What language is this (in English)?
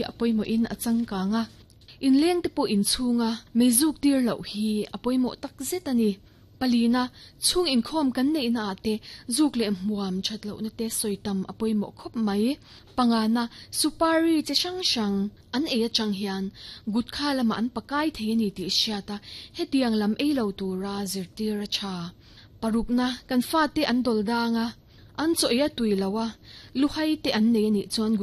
Mizo